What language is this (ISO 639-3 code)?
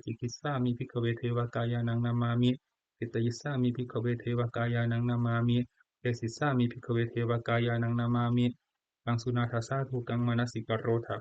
pli